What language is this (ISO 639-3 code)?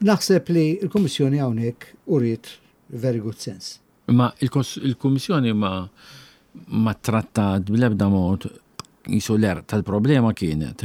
mlt